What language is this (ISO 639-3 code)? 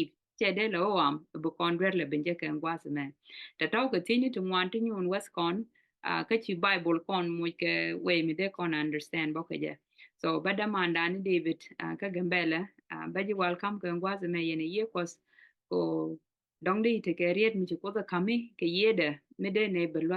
nus